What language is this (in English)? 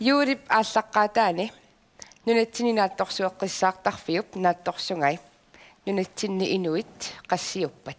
Kalaallisut